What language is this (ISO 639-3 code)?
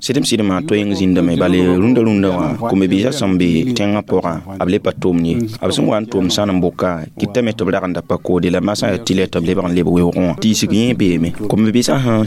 mos